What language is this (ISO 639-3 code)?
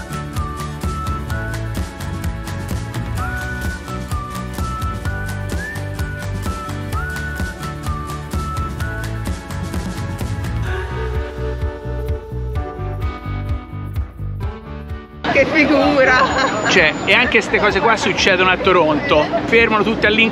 ita